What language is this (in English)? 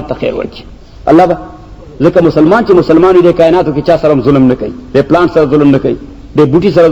Pashto